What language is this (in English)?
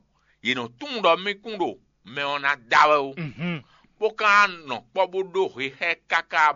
Fon